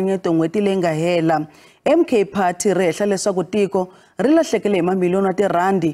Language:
Tsonga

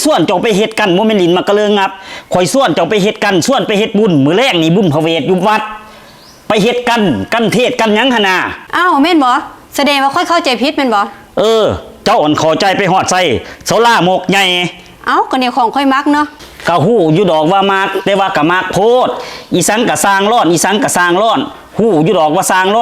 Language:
Lao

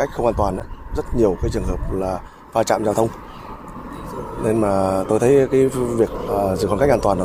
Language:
Vietnamese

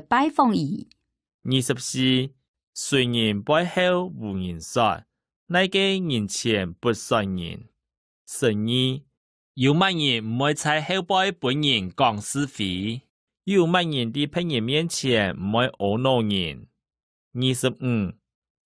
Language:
Hakka Chinese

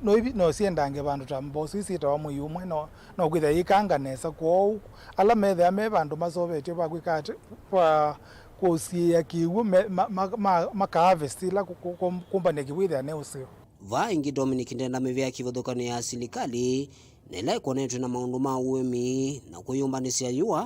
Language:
Kamba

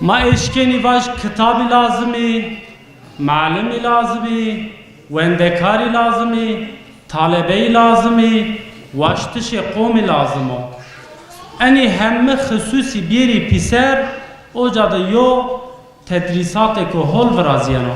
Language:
Zaza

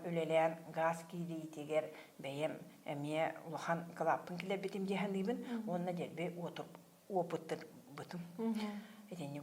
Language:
Yakut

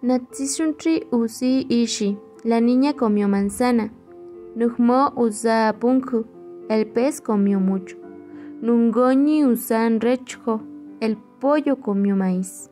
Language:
Central Mazahua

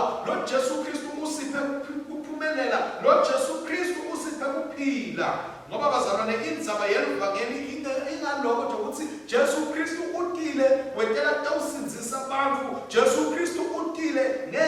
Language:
Swati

